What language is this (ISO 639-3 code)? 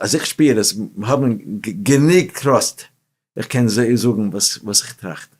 yid